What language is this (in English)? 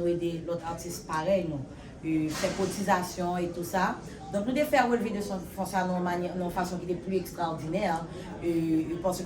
Haitian Creole